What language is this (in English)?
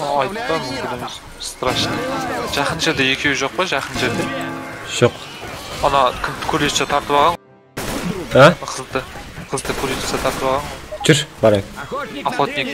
Kara-Kalpak